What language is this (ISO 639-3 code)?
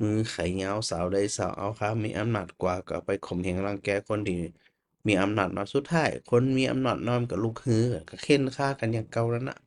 nod